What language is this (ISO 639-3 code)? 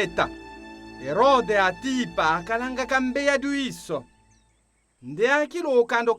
tll